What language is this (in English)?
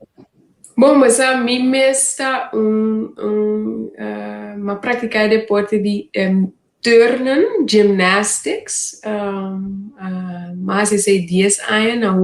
Papiamento